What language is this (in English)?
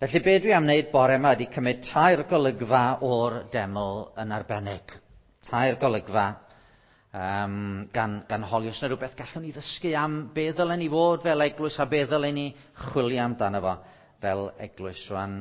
Welsh